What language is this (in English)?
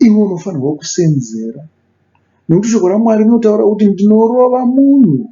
Shona